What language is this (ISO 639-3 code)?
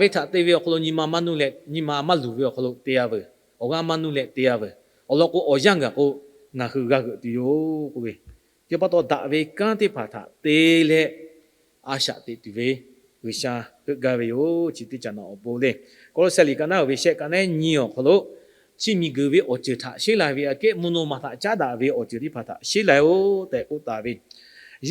lhu